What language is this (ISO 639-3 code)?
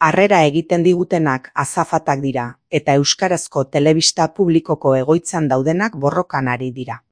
eus